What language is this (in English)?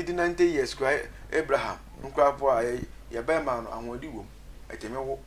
Akan